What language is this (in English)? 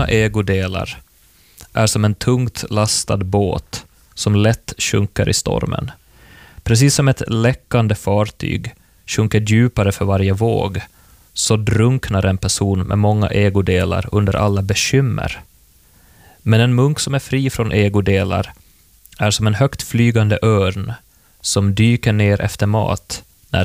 Swedish